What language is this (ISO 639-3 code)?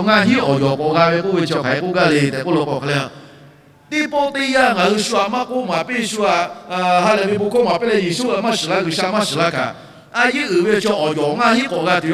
lhu